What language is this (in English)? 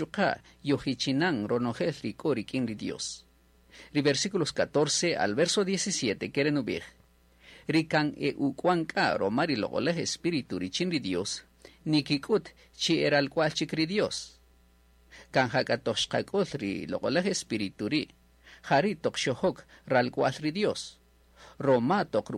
Kaqchikel